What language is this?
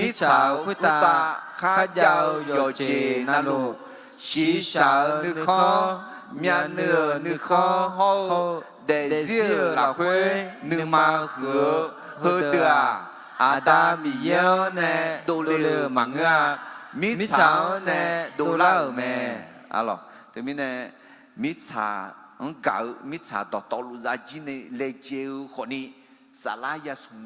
Akha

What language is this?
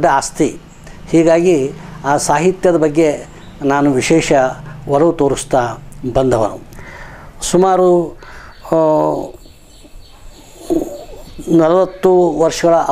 Kannada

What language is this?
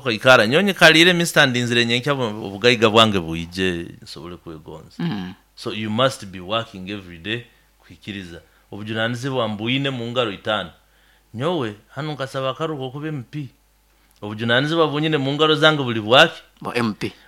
Nyoro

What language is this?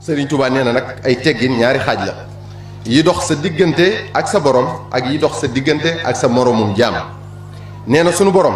Wolof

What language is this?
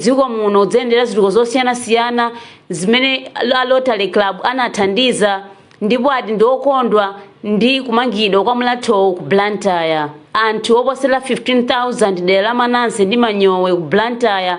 Nyanja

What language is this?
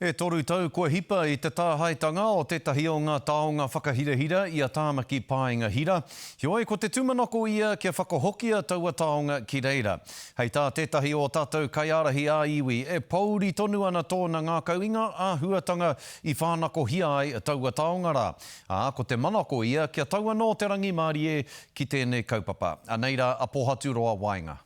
Māori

